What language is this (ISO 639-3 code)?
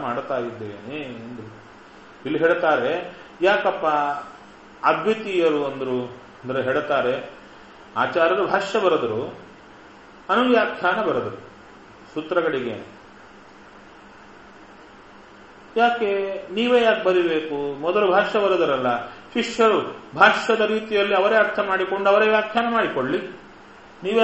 kan